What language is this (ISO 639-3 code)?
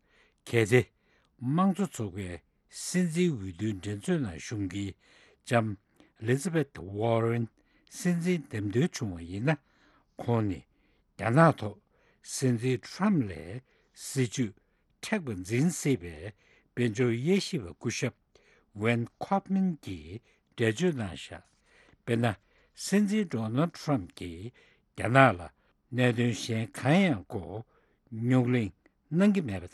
bod